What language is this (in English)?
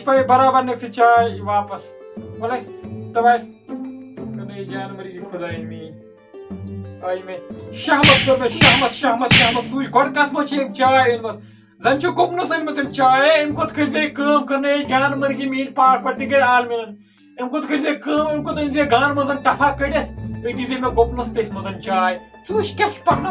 Kashmiri